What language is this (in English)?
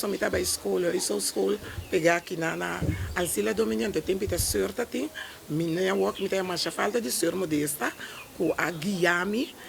Papiamento